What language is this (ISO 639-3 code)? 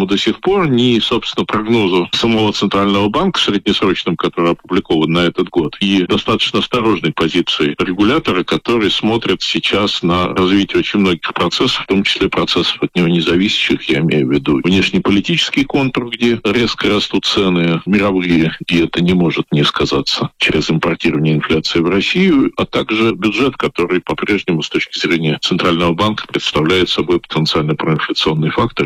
rus